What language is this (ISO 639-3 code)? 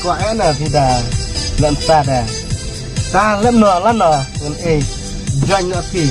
kha